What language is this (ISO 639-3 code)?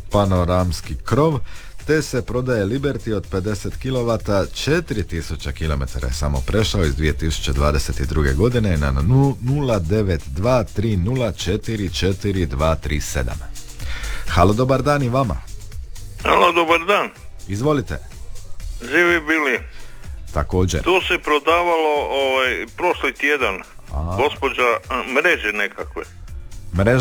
hrv